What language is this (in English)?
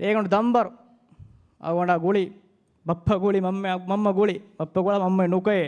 Divehi